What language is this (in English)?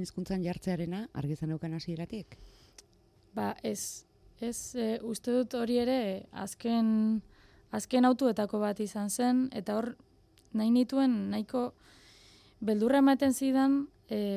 Basque